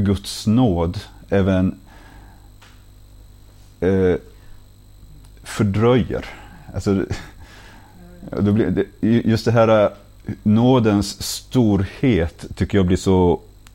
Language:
Swedish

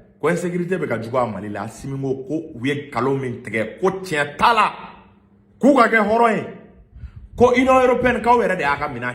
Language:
Bambara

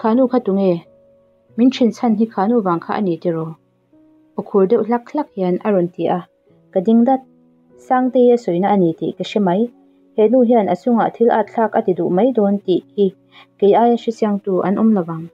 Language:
Mizo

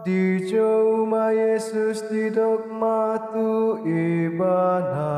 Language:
Batak Toba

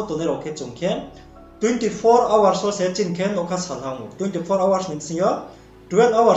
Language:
Riang (India)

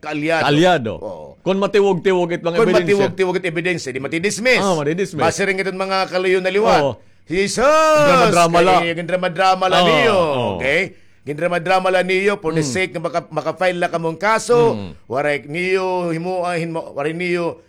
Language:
Waray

